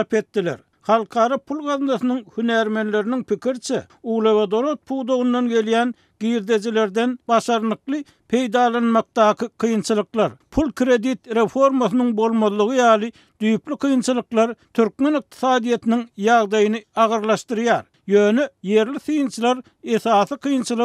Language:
Turkmen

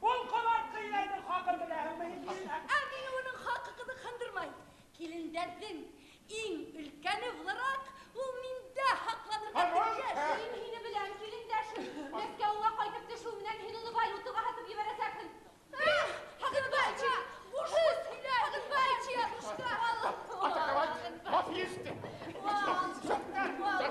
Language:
Bashkir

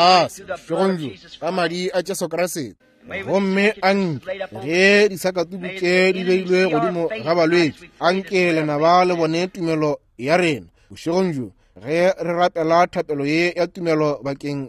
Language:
Northern Sotho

